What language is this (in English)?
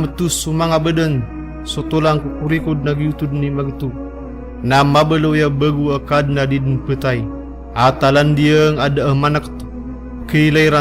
Maranao